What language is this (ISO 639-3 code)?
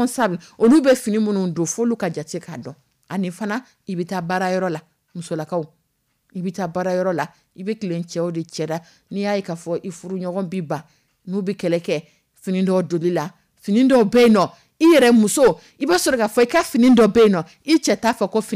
dyu